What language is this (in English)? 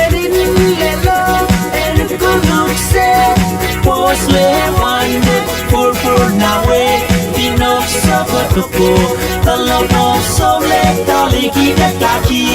Pohnpeian